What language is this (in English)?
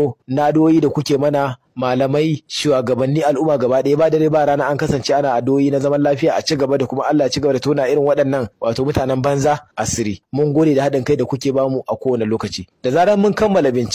Hausa